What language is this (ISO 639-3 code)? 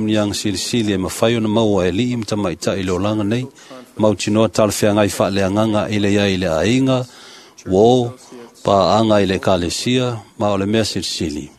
smo